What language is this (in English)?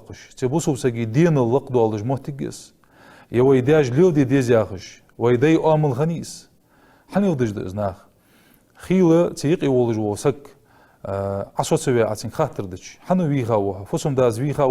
Ingush